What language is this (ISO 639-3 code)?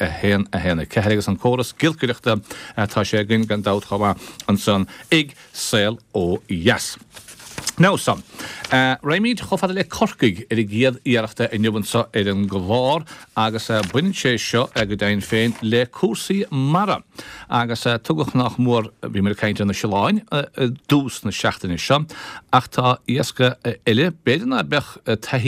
gle